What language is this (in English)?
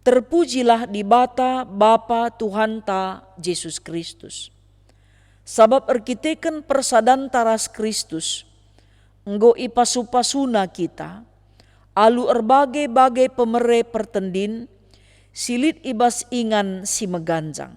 Batak Karo